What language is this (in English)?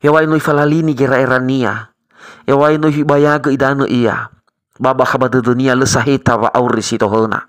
Nias